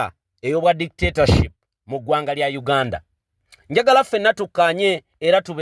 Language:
Ganda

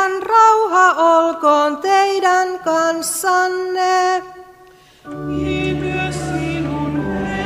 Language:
Finnish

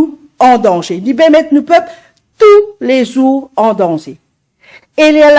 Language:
Morisyen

